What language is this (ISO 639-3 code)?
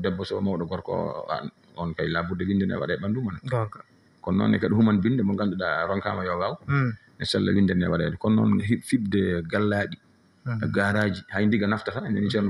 ful